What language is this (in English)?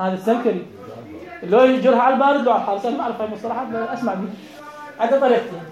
Mesopotamian Arabic